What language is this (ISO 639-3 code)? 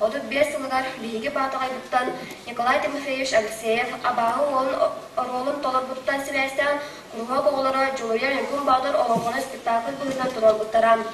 sah